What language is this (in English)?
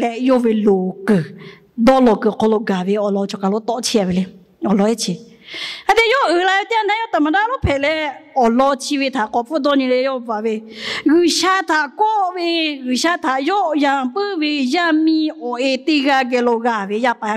Lahu